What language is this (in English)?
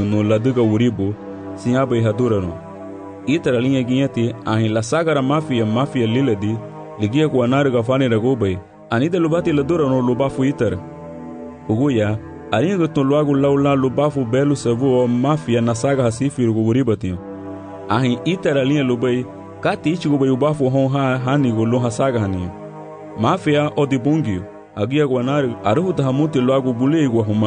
Garifuna